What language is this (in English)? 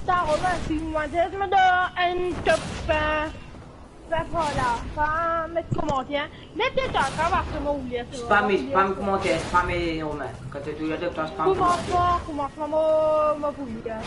Morisyen